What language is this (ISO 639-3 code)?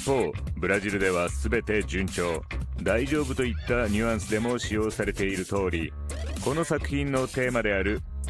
jpn